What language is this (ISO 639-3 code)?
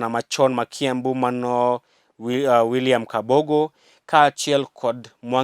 luo